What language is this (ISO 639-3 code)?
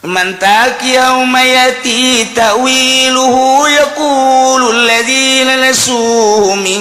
sun